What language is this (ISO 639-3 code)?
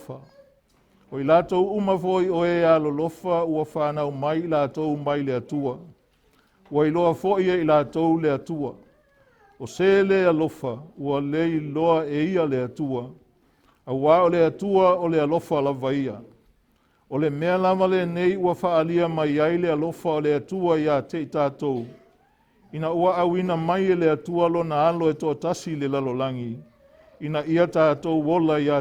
smo